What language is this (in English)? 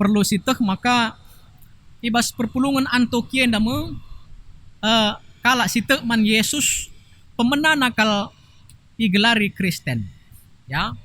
Batak Karo